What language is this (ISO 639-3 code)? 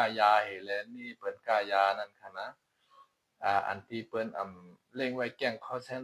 shn